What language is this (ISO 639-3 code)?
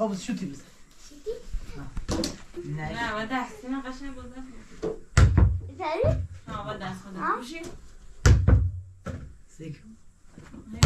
fas